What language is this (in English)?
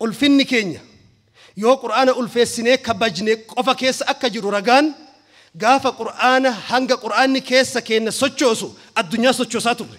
Oromo